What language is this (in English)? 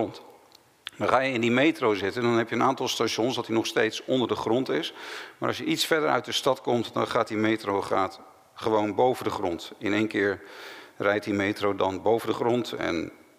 Dutch